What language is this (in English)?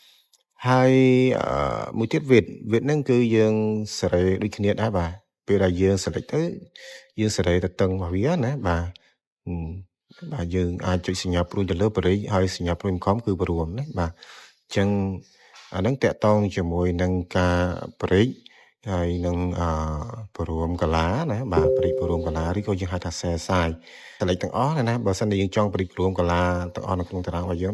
Khmer